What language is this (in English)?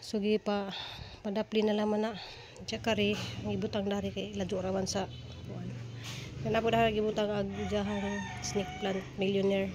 Cebuano